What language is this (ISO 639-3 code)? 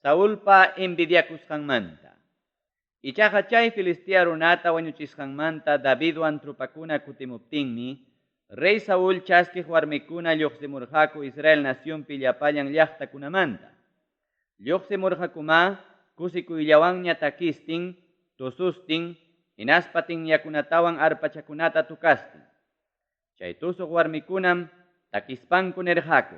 quy